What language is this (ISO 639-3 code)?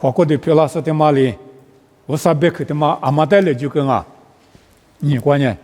lis